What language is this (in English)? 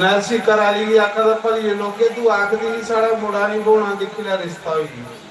Dogri